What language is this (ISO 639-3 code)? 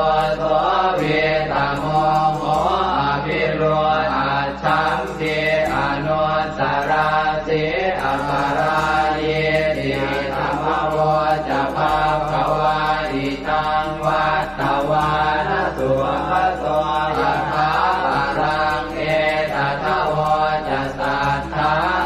pli